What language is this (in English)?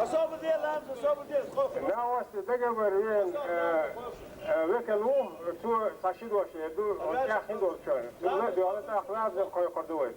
Chechen